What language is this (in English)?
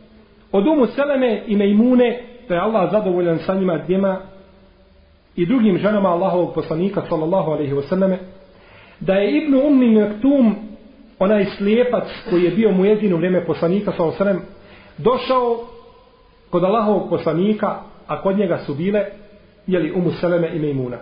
Bosnian